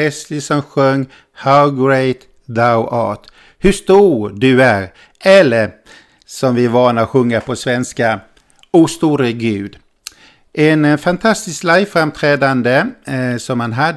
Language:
Swedish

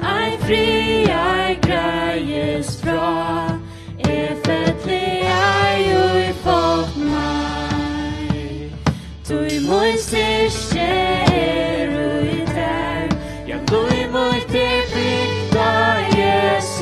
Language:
Faroese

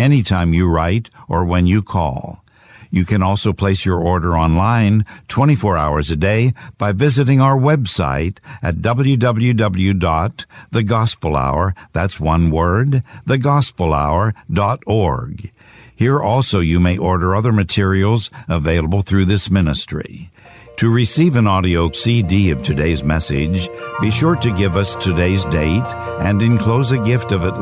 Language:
English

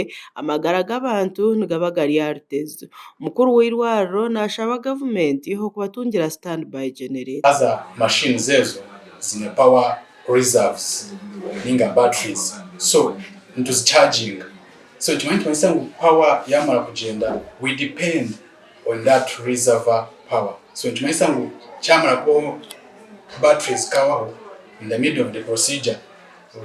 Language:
Nyankole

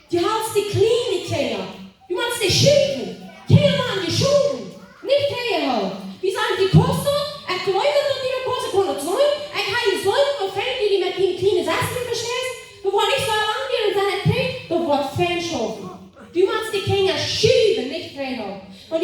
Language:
Plautdietsch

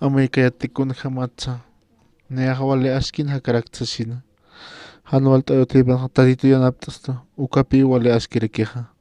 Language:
Aymara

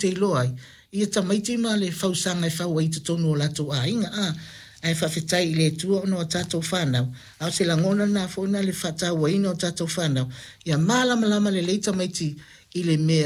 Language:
Samoan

